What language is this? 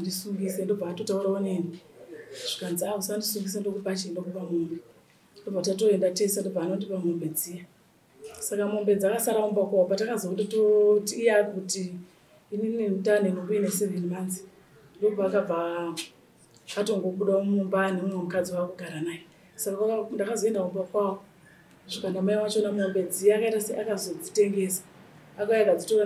Shona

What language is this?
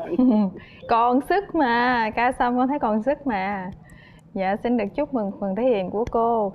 Vietnamese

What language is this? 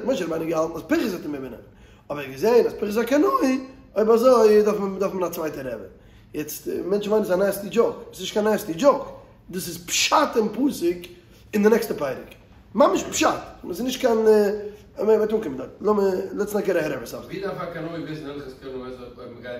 Yiddish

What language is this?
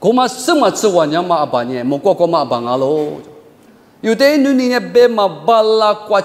Lisu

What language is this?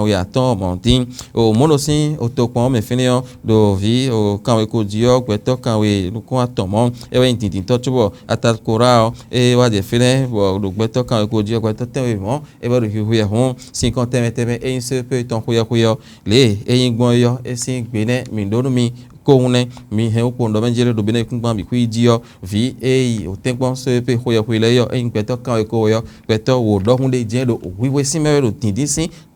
Fon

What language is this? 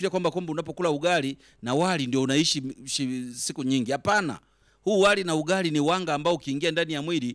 Swahili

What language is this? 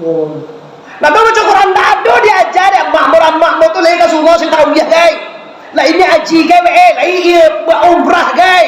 Minangkabau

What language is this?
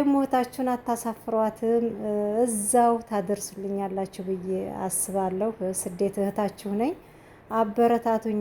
Amharic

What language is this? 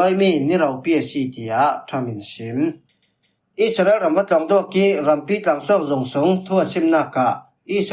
Falam Chin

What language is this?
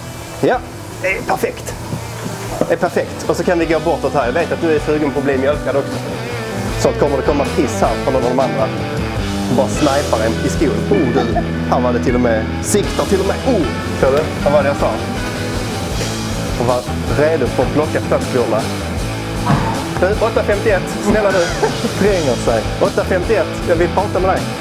Swedish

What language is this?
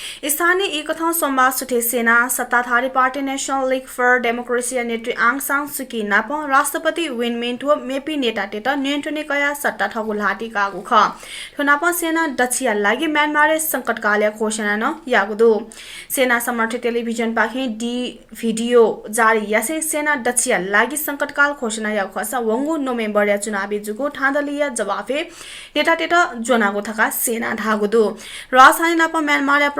Newari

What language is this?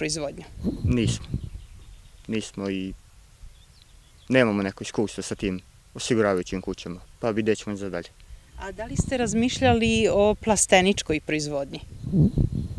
Serbian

